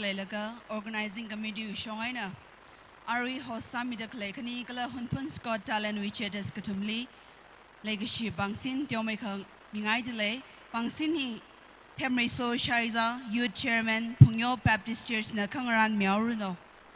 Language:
Tangkhul Naga (India)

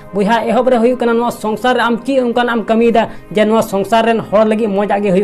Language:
Santali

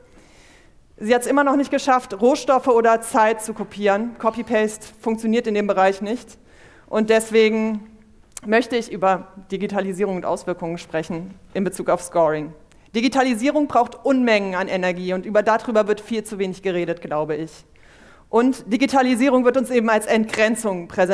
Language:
German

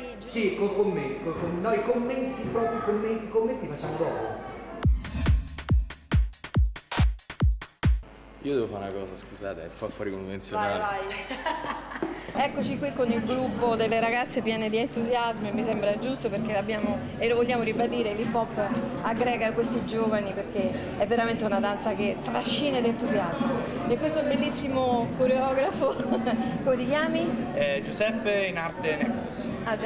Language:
Italian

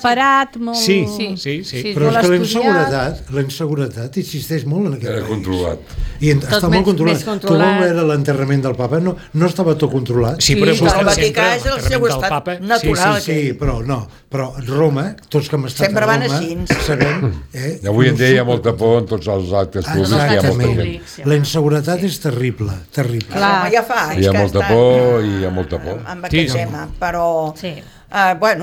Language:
Catalan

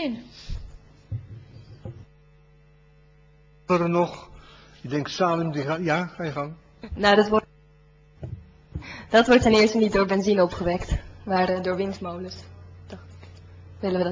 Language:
Dutch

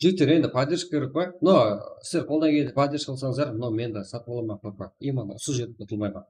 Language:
Kara-Kalpak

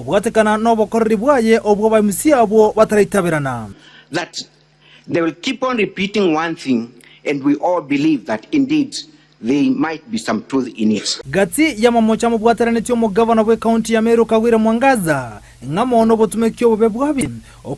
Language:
Gusii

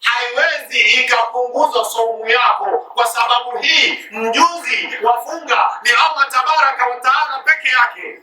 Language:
Swahili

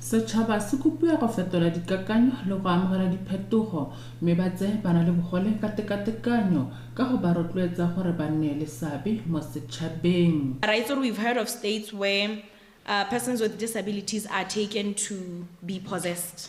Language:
Tswana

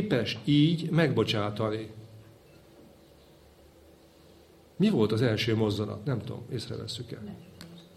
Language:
Hungarian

